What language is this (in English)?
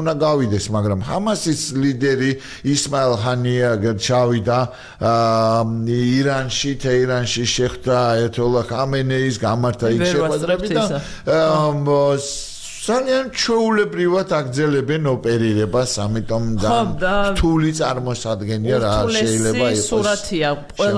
Georgian